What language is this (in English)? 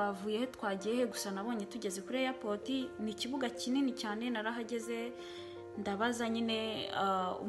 Kinyarwanda